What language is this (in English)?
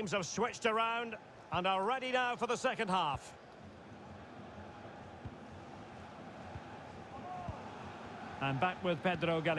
English